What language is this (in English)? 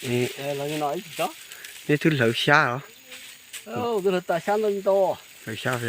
Hmong